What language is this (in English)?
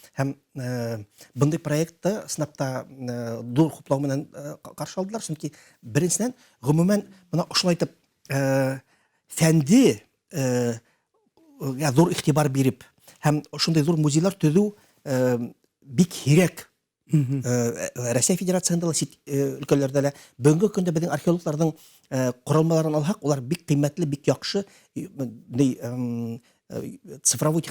Bashkir